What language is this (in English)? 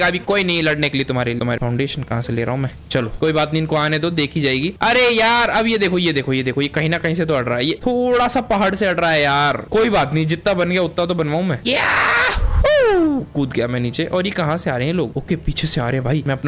Hindi